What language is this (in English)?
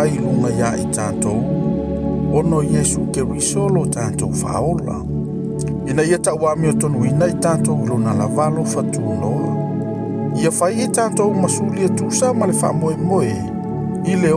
Samoan